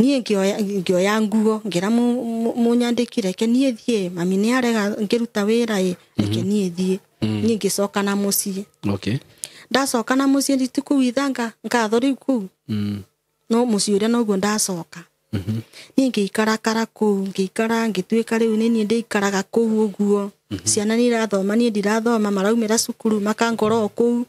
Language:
Kikuyu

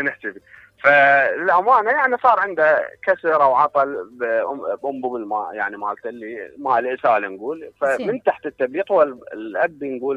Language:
Mesopotamian Arabic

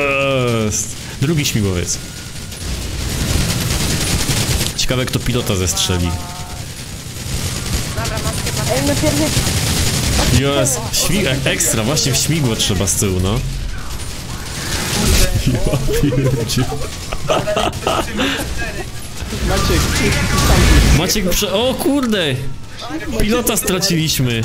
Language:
Polish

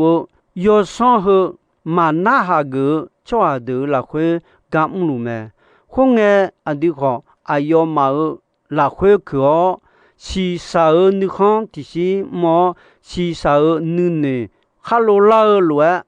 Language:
Akha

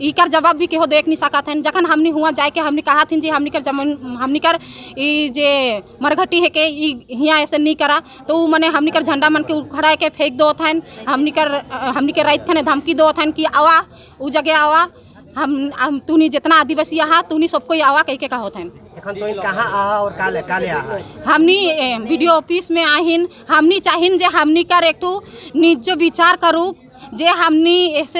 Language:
Sadri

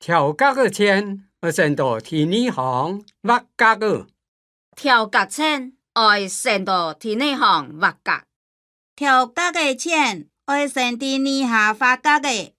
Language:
Hakka Chinese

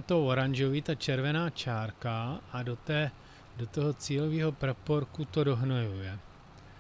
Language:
Czech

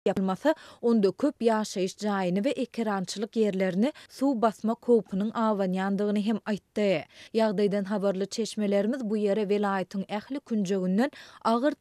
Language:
Turkmen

